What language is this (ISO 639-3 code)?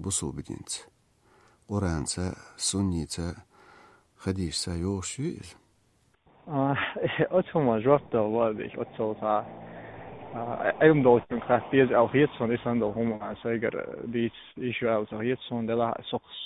che